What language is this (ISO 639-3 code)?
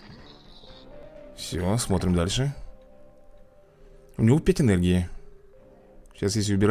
rus